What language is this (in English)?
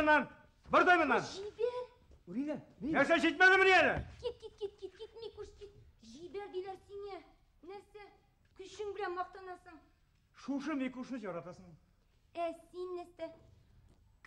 Bashkir